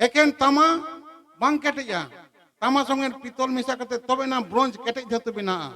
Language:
Santali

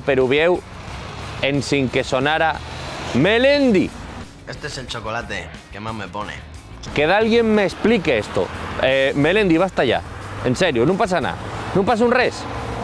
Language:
Asturian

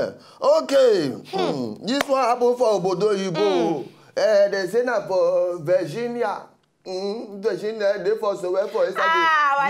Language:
Nigerian Pidgin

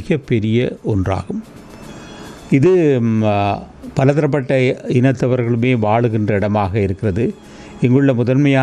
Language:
Tamil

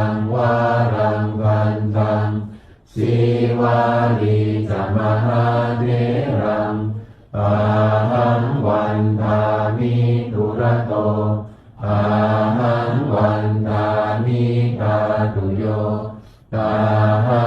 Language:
Pali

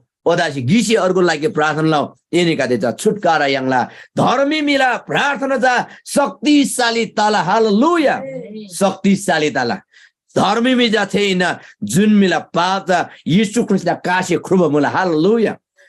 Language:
Eastern Tamang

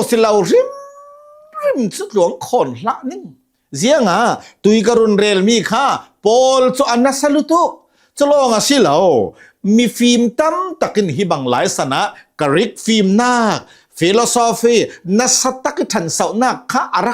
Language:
Hakha Chin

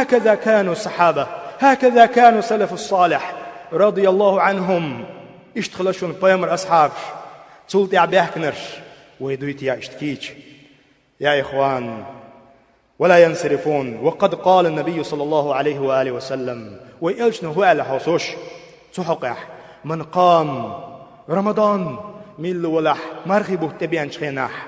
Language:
Chechen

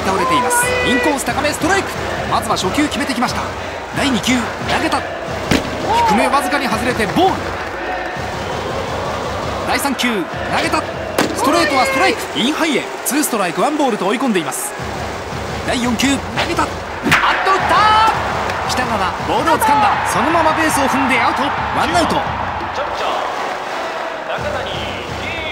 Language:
Japanese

